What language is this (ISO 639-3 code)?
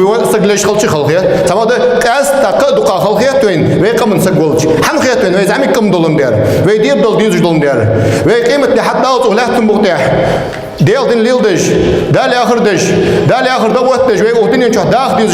inh